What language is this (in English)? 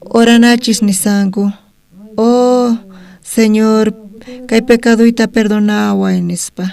South Bolivian Quechua